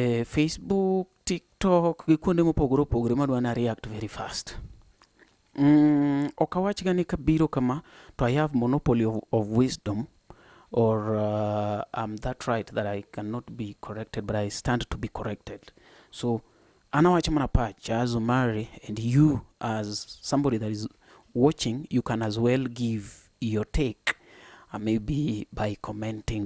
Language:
Luo (Kenya and Tanzania)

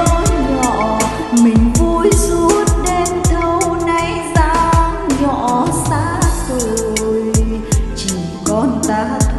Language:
Vietnamese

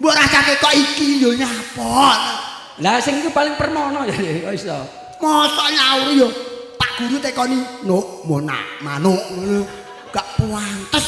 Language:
Javanese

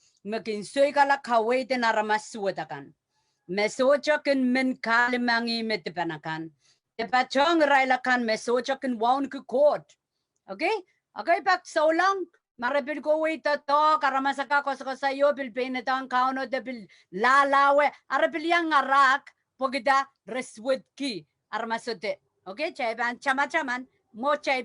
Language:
Pohnpeian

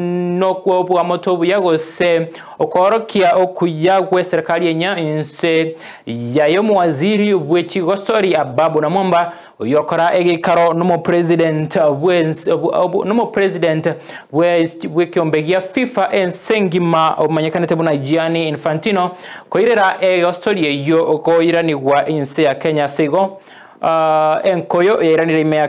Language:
Gusii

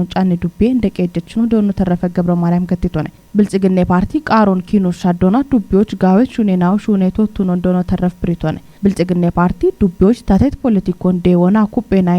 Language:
Kafa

